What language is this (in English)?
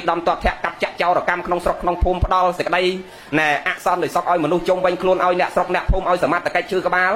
Khmer